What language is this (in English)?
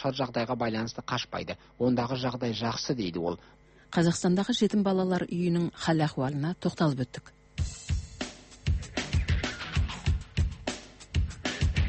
Kazakh